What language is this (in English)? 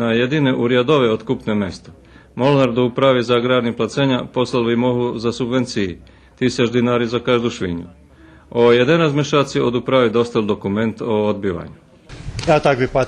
Rusyn